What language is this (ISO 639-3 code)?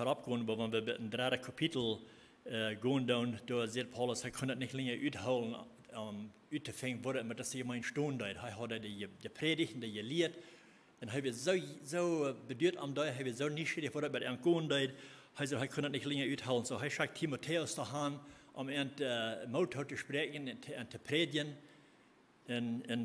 pdt